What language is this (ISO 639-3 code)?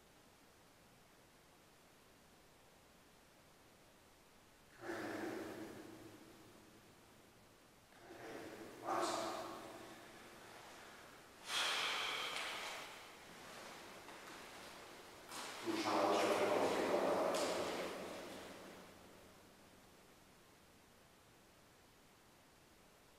spa